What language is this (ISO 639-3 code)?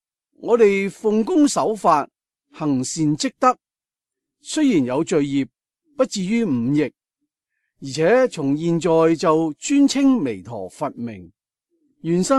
yue